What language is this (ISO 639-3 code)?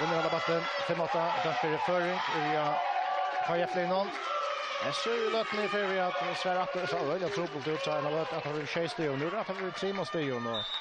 fao